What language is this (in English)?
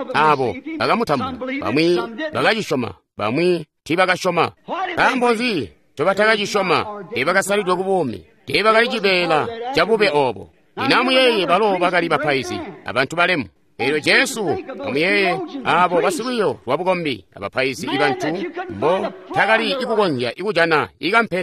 Tonga (Zambia)